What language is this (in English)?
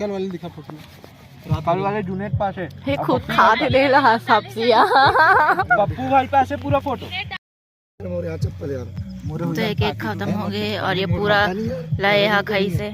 Chhattisgarhi